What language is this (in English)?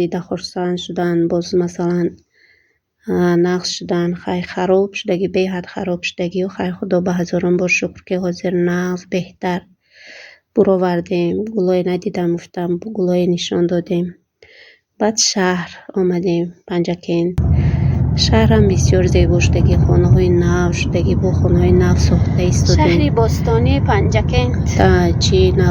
Tajik